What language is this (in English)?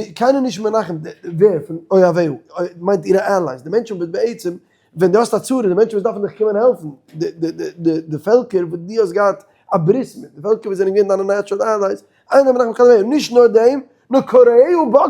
Yiddish